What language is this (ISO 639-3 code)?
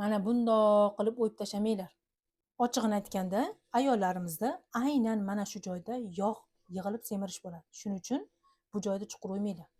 uzb